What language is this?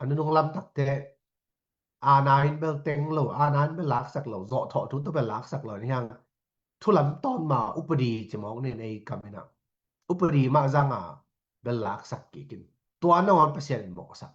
Tedim Chin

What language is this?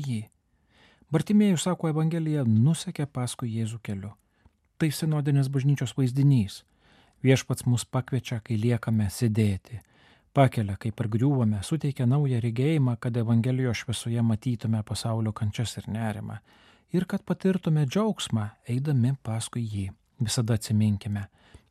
Lithuanian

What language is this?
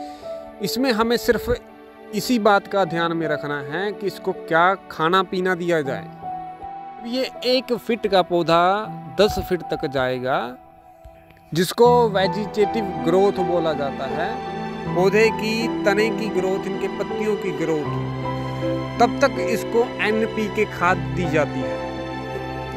Hindi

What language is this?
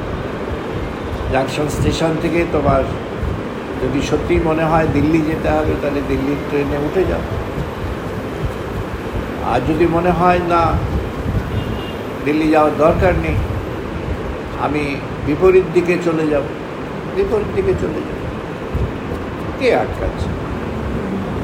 Bangla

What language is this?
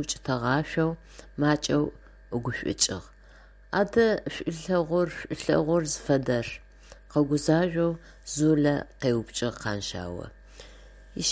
Adyghe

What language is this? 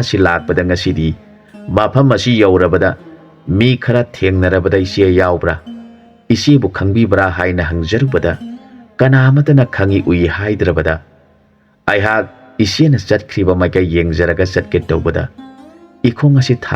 Manipuri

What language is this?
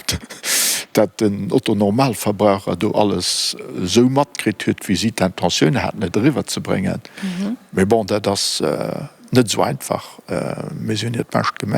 Luxembourgish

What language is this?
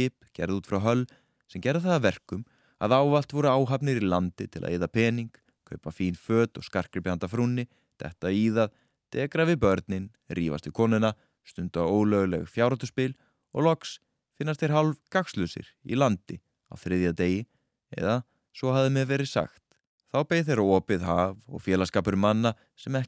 Icelandic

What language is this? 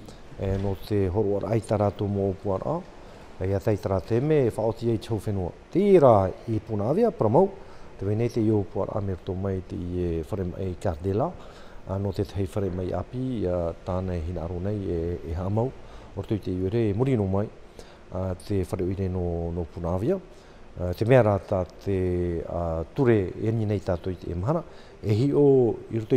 Tahitian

